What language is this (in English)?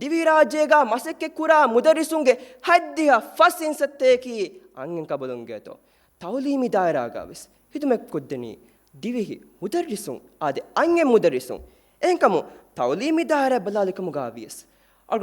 Divehi